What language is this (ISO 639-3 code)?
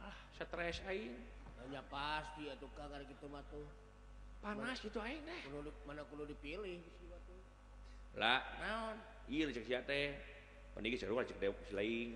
sun